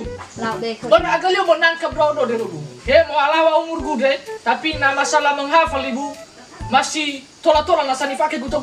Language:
Nias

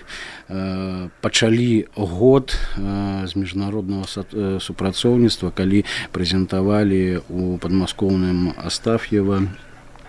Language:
Belarusian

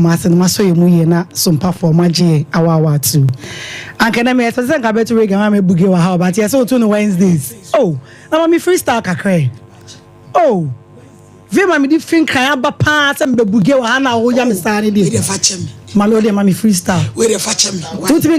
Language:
Akan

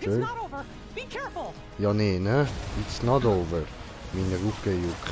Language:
Swiss German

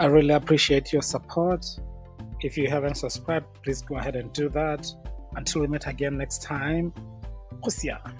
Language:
Tswana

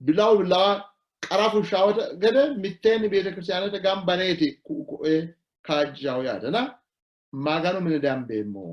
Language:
Sidamo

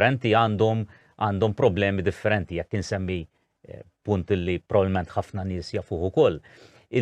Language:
Maltese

